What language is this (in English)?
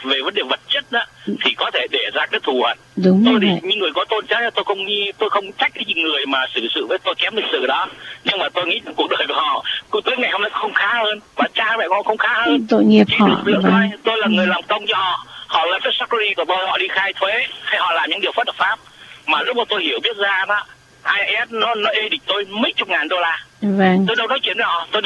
Vietnamese